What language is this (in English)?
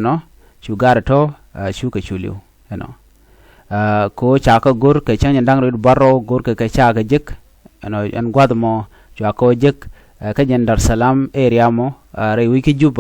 Nuer